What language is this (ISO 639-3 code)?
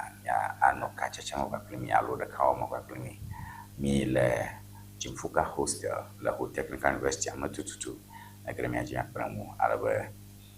ewe